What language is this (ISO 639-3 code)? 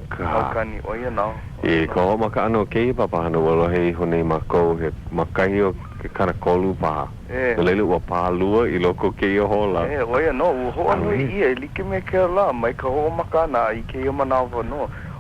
haw